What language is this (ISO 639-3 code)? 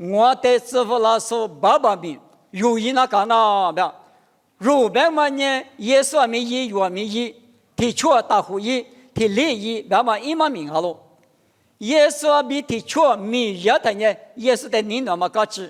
lis